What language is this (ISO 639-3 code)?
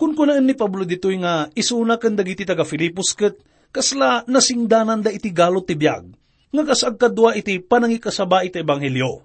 ilo